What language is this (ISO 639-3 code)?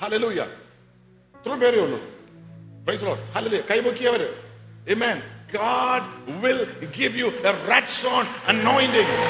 mal